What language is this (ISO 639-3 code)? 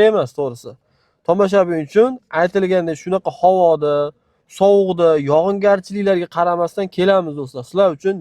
uzb